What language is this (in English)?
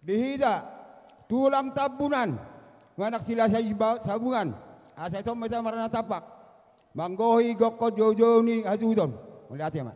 Batak Toba